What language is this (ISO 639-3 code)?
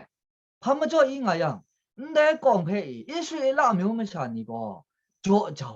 kac